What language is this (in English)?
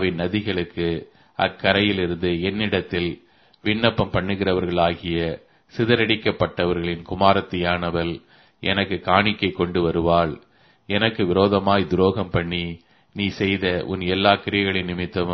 Tamil